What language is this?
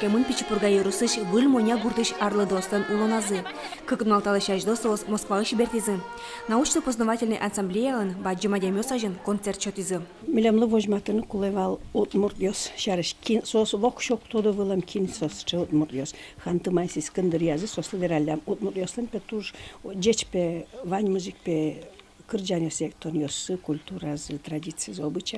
Udmurt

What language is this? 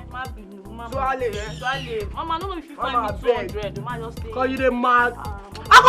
Nigerian Pidgin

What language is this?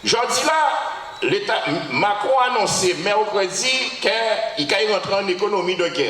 Guadeloupean Creole French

